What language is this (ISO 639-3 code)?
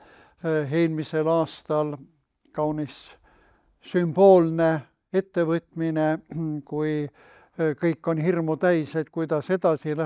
est